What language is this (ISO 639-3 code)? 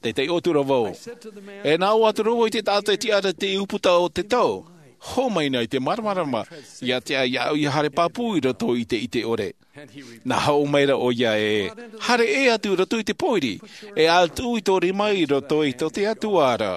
tah